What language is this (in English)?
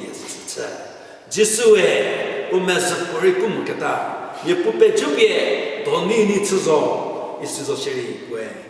Angami Naga